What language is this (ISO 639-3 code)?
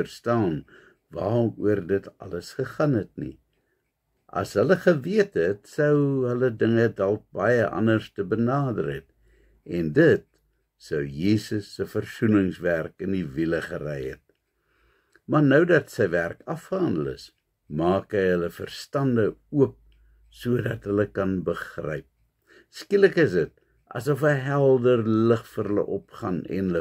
afr